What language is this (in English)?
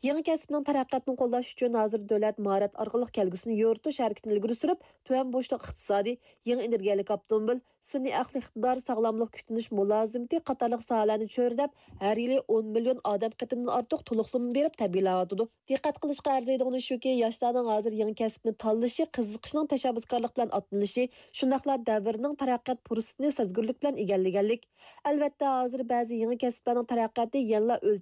Uyghur